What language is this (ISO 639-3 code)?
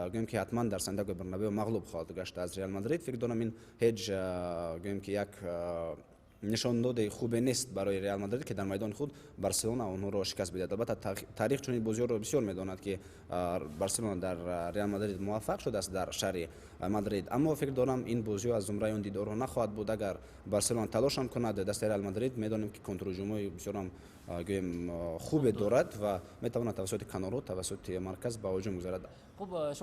tgk